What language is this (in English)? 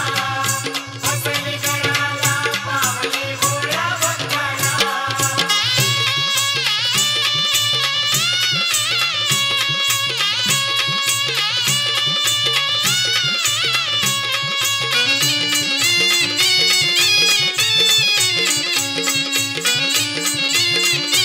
Marathi